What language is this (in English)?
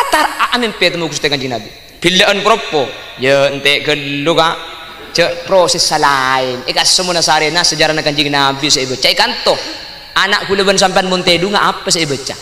Madurese